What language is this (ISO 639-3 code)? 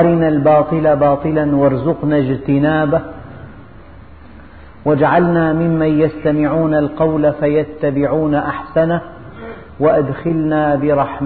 ara